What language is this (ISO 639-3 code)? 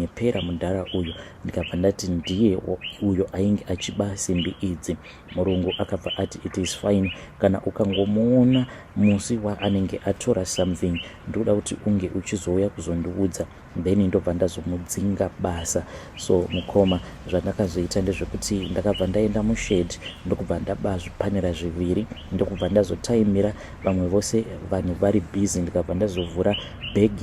sna